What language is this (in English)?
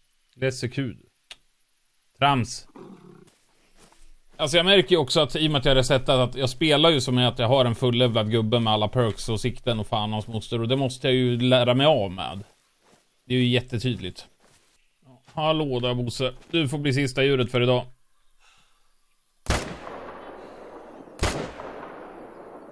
Swedish